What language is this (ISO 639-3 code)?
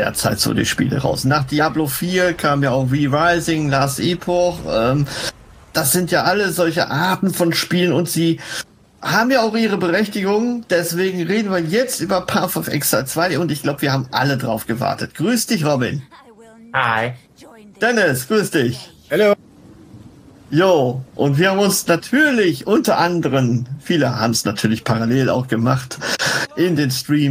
deu